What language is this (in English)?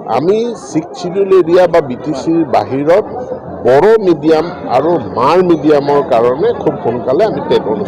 Assamese